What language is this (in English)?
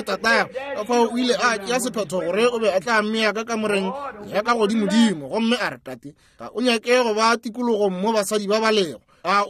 Northern Sotho